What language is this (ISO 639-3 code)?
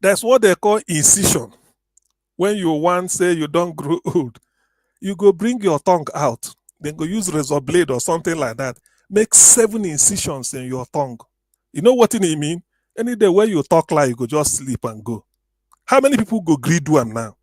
pcm